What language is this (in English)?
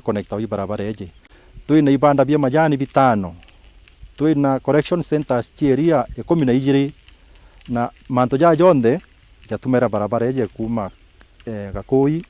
Meru